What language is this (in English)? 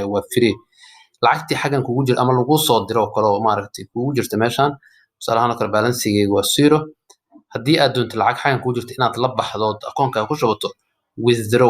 Somali